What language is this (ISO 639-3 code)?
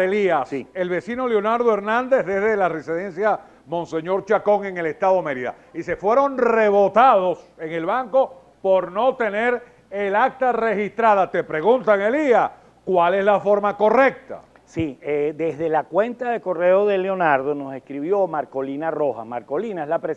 spa